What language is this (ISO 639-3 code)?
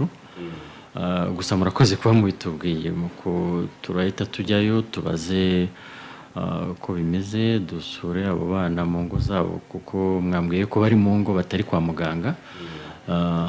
kin